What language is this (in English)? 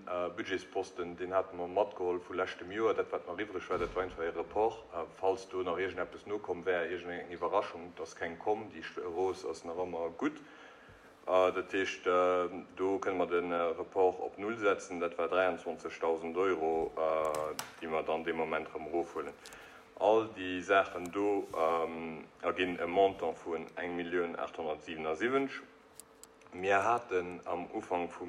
Luxembourgish